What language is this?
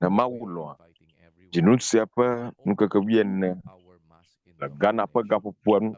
Ewe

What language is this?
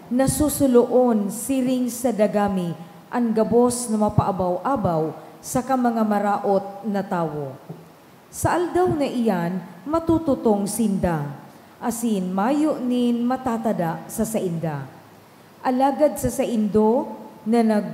Bikol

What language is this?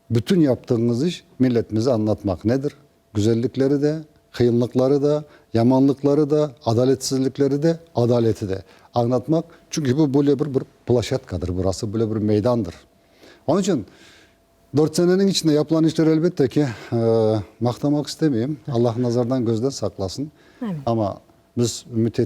Crimean Tatar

